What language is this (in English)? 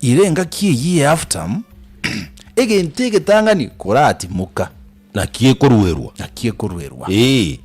Gusii